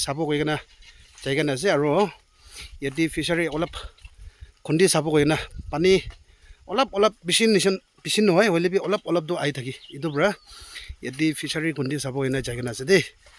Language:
Naga Pidgin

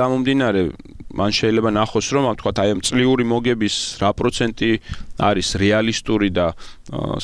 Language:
Georgian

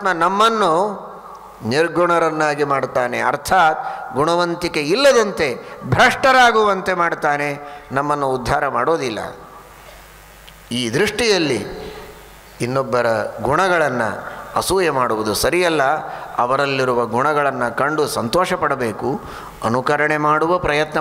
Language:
Kannada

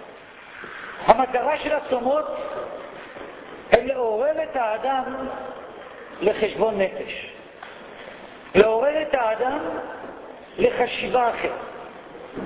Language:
Hebrew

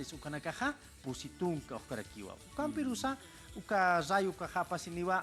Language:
Aymara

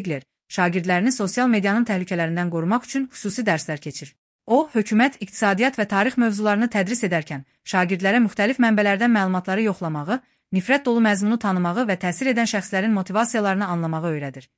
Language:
Azerbaijani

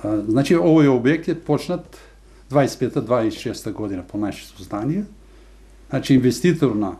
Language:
Macedonian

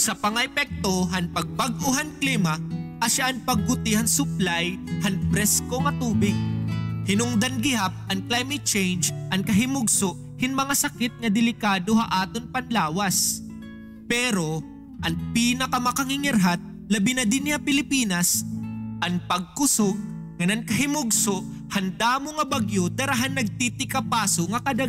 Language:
Waray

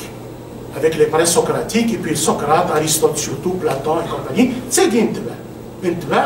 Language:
Kabyle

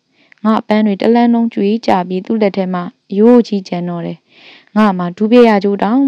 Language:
Burmese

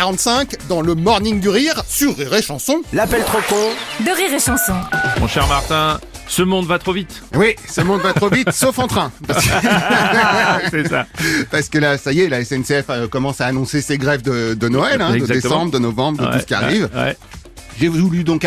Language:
French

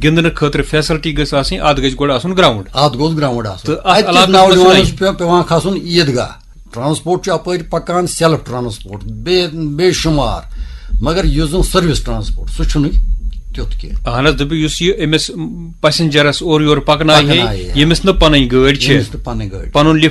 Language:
Kashmiri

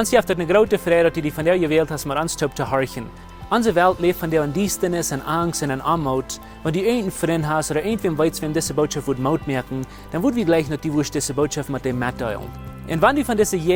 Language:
Plautdietsch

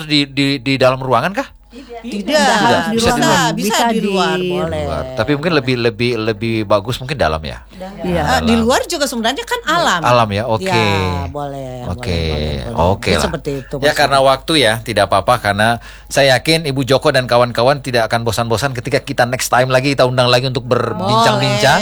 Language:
Indonesian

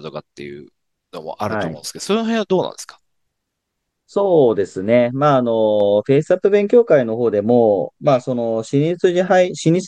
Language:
Japanese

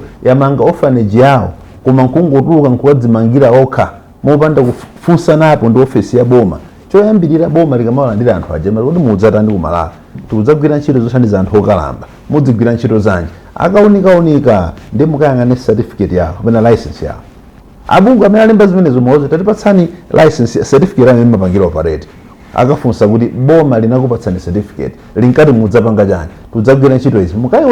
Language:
Nyanja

